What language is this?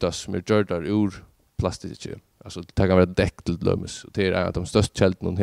Faroese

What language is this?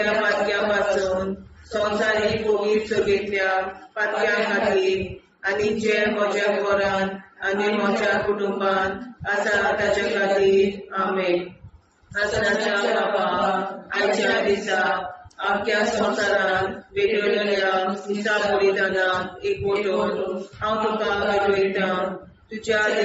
Konkani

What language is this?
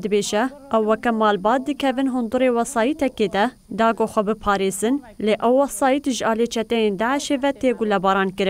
Kurdish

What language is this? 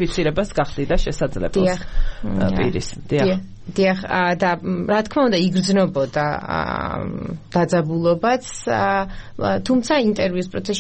Georgian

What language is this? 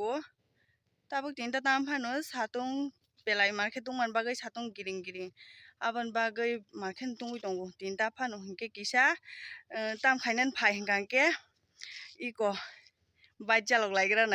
Kok Borok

